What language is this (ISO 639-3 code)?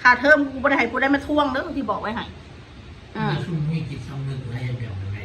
tts